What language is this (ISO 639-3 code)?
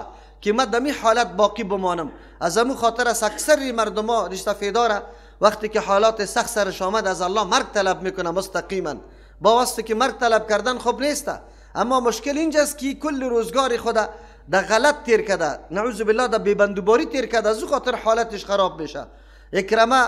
fas